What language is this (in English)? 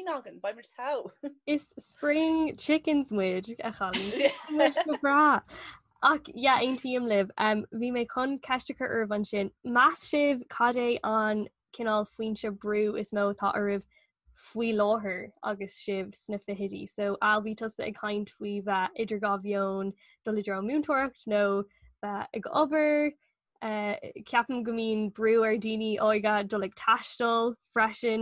Irish